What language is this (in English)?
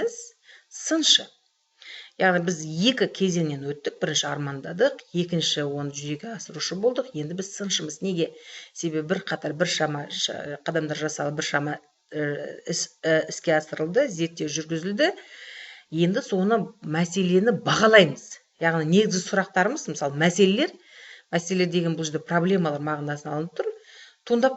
Kazakh